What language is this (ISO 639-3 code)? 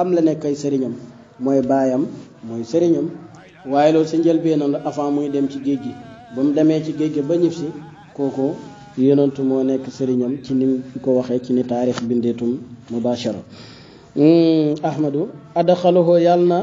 wol